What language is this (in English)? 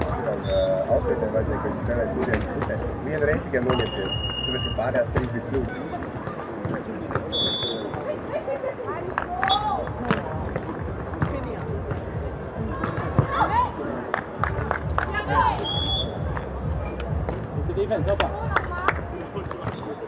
Latvian